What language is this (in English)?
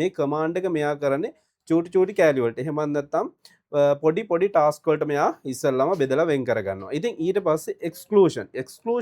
Sinhala